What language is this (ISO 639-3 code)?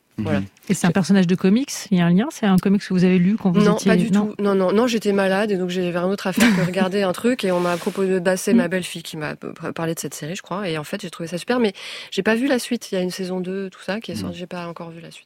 fra